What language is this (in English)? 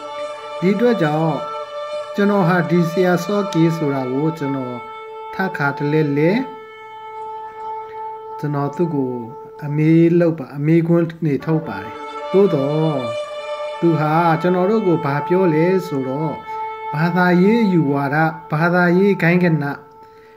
Burmese